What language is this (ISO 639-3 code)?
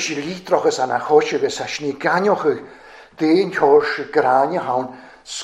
cym